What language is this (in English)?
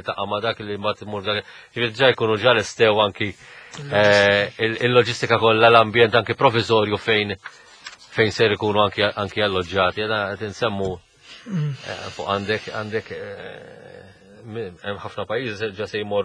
Maltese